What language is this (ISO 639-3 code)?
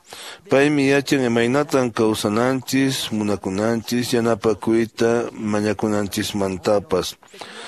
que